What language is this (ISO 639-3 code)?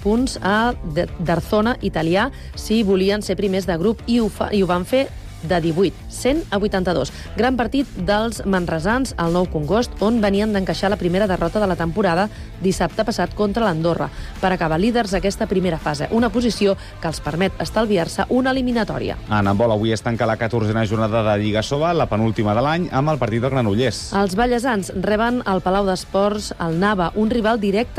cat